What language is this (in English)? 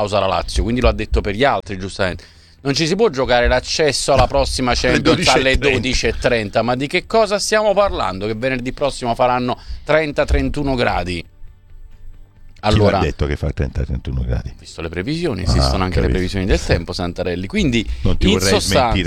Italian